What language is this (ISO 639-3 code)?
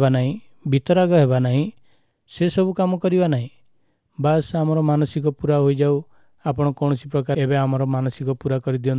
ori